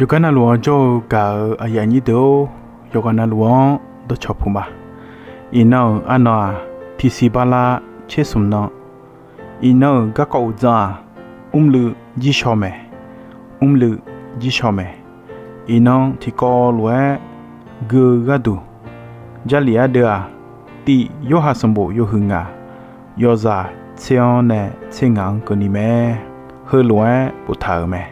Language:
Akha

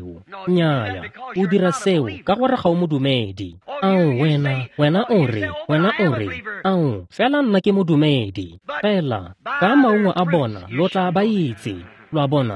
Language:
Tswana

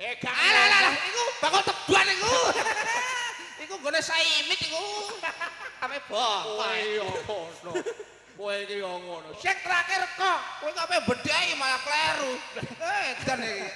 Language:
Javanese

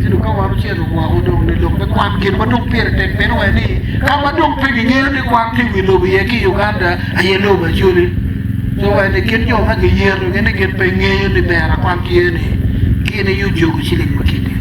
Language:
Acoli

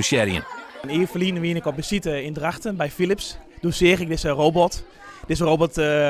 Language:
Western Frisian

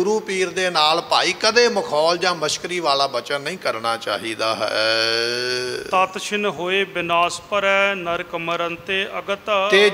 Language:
Punjabi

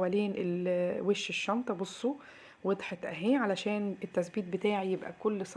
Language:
Egyptian Arabic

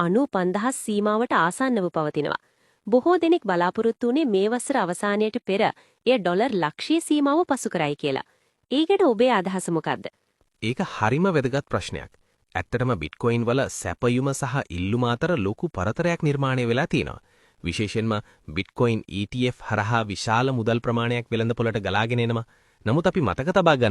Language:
Sinhala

